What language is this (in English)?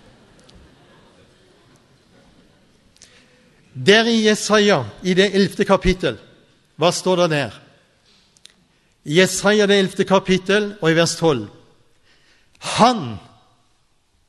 Norwegian